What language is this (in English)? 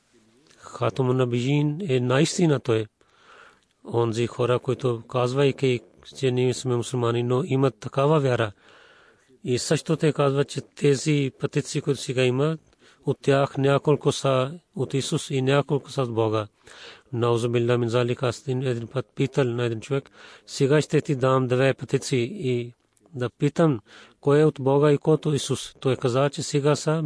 Bulgarian